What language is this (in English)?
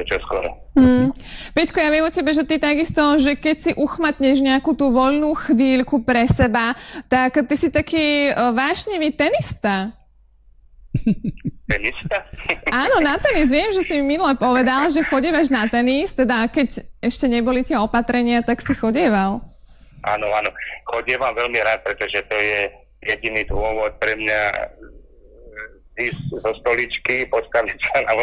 Slovak